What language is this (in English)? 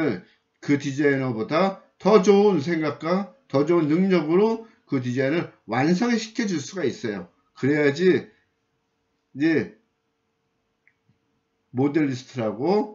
Korean